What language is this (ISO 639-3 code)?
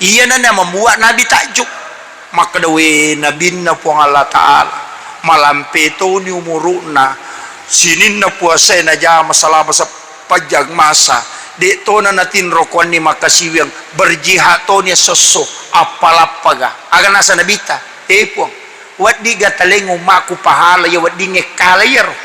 bug